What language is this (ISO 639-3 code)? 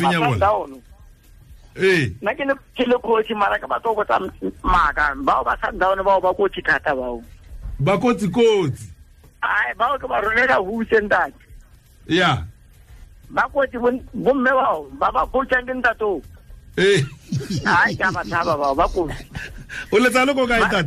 tsn